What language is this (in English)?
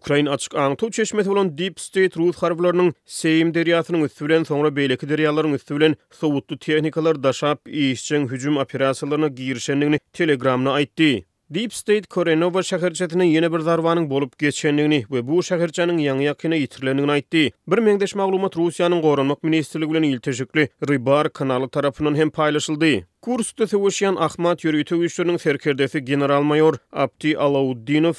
Turkmen